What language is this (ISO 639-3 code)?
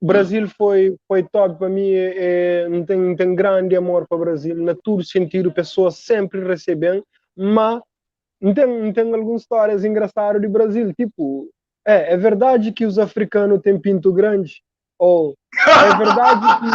kea